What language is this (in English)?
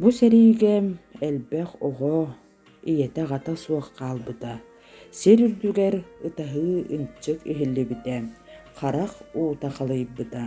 Yakut